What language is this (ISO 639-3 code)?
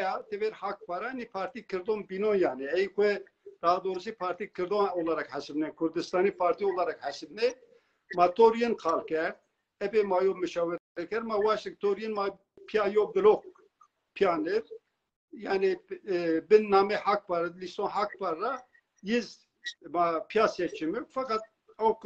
zza